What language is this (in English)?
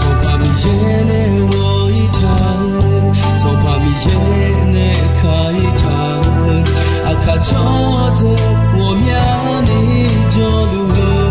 Akha